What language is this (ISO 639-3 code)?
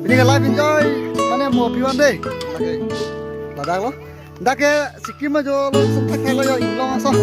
mjw